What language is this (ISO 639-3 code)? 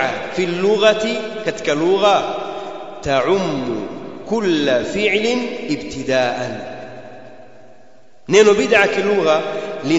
swa